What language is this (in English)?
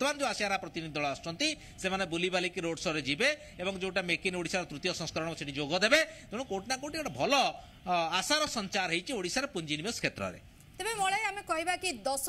Odia